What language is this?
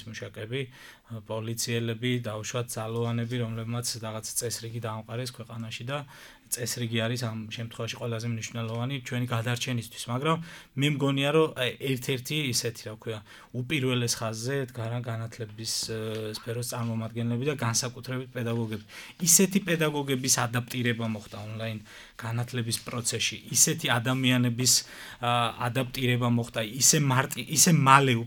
Georgian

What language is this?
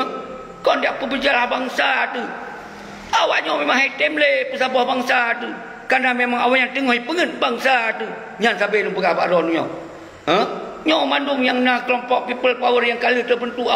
Achinese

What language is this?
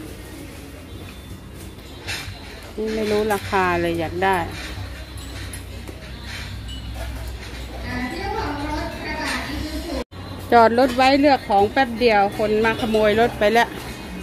Thai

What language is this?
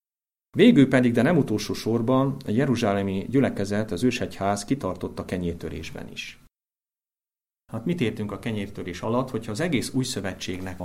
Hungarian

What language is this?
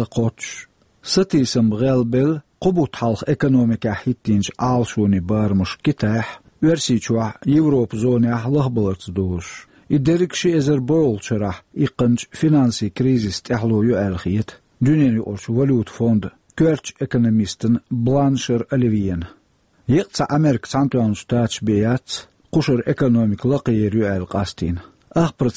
Chechen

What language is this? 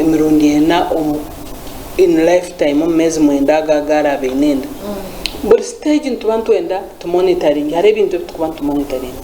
Nyankole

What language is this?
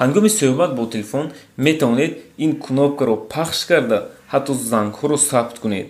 Tajik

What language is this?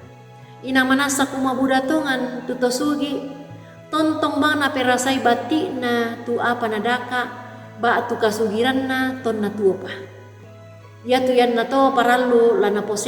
Toraja-Sa'dan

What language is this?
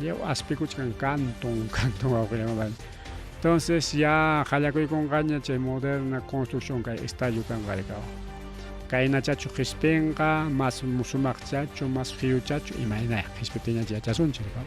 Ayacucho Quechua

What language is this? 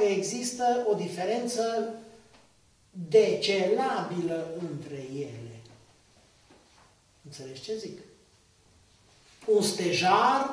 Romanian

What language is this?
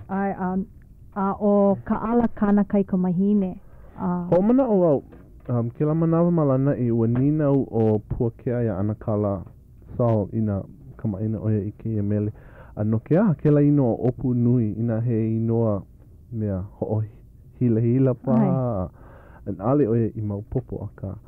Hawaiian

